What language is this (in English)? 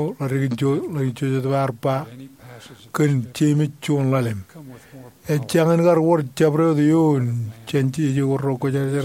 Marshallese